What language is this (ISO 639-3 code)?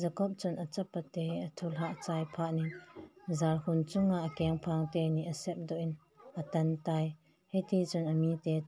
tcz